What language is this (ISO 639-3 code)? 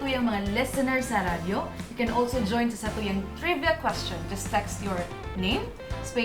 bik